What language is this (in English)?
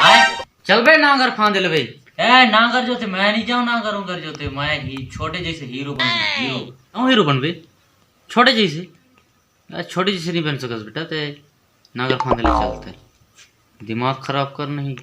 Chhattisgarhi